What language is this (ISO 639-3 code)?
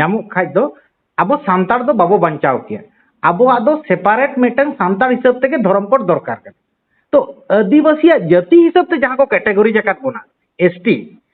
sat